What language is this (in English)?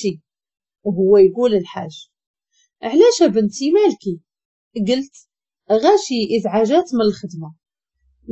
Moroccan Arabic